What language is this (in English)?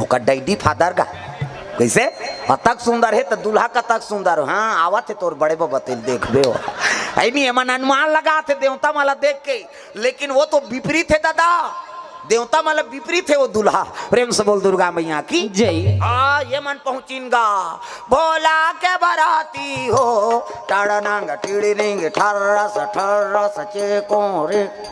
Chhattisgarhi